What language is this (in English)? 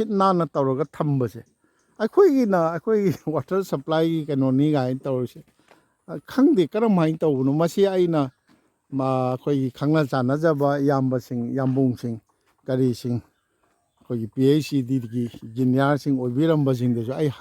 Manipuri